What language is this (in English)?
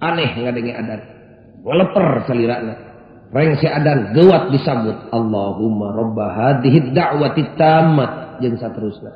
Sundanese